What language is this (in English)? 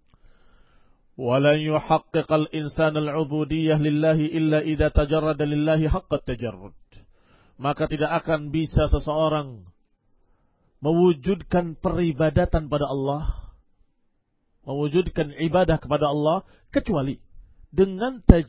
Indonesian